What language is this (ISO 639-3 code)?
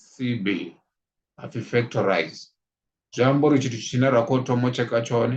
ven